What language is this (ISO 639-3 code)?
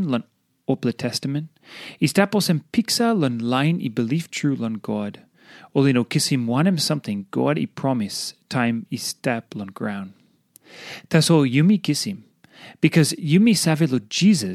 tpi